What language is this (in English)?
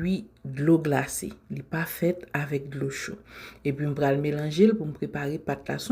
Haitian Creole